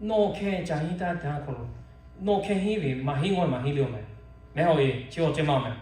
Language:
Lahu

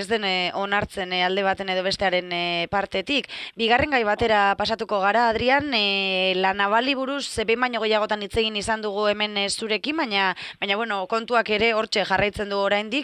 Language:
Basque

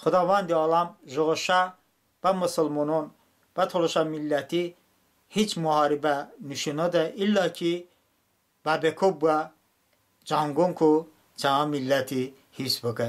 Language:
Talysh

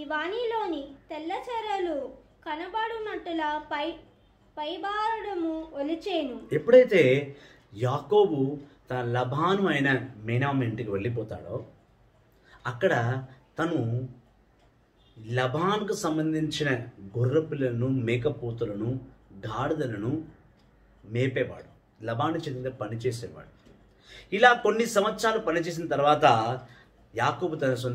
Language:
Telugu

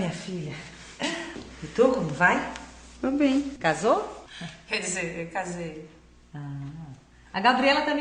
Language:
Portuguese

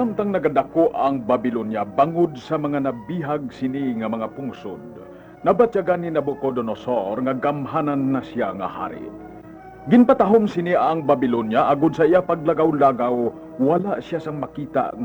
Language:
Hiligaynon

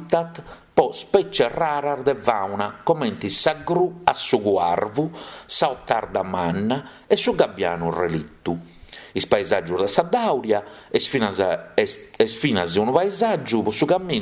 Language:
Sardinian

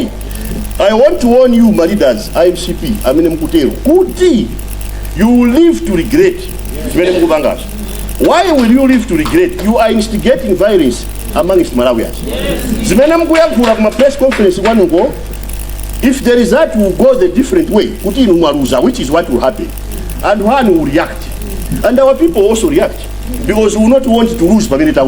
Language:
Nyanja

